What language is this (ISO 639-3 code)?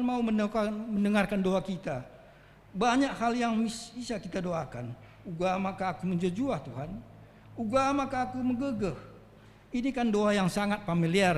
btx